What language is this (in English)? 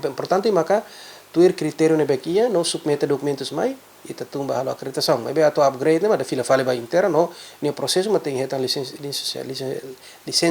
Tetum